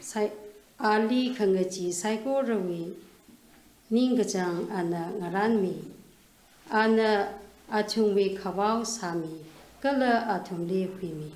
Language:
Tangkhul Naga (India)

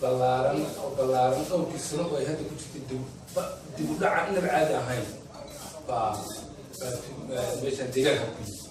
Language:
Somali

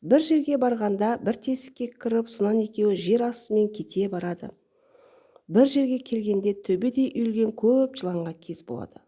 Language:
Kazakh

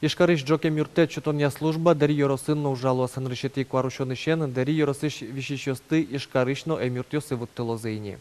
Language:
Udmurt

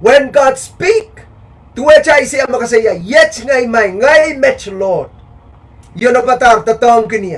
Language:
Pohnpeian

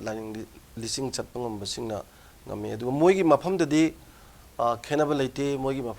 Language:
Manipuri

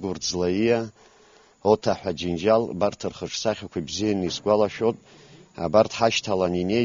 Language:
Abkhazian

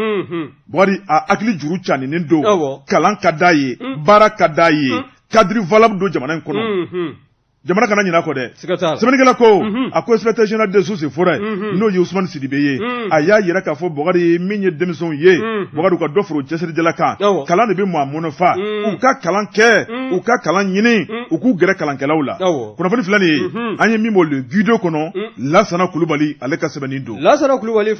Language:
Bambara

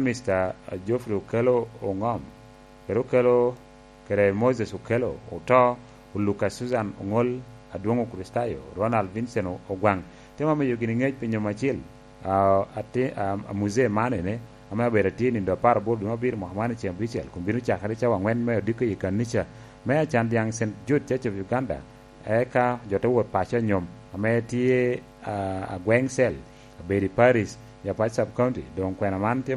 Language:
Lango (Uganda)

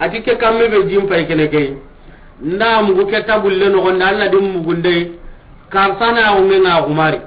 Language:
Soninke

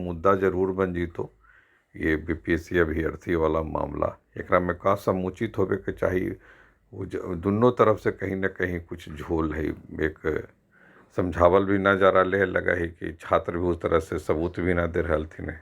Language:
Magahi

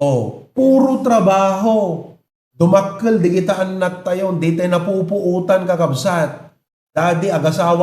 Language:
Iloko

